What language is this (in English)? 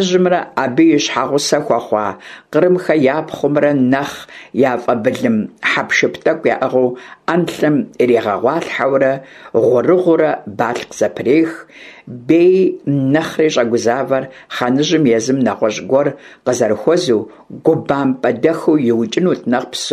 Kabardian